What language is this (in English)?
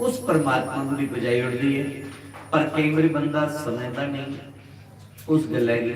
Dogri